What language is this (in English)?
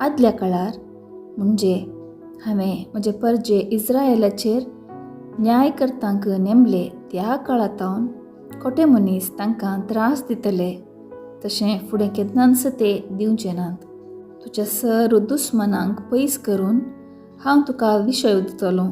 Konkani